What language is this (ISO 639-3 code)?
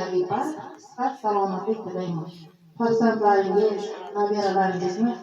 uzb